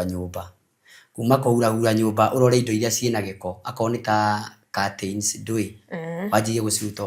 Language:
Kikuyu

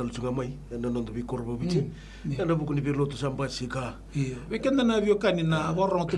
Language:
Fijian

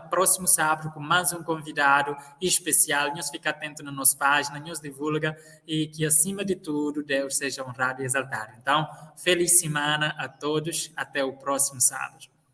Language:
Kabuverdianu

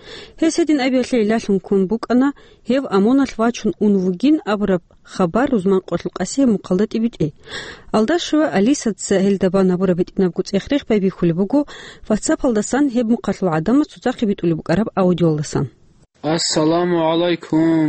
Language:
Avaric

